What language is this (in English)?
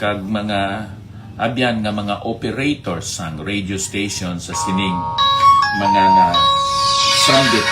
Hiligaynon